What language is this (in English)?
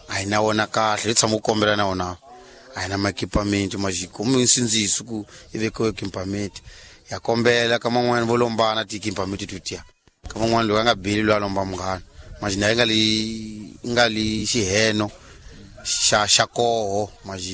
Tsonga